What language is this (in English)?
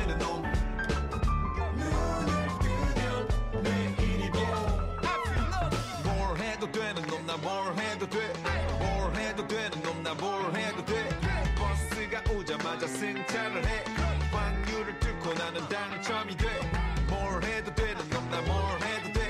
Korean